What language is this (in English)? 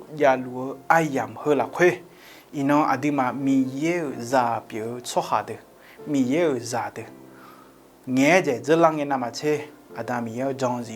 Akha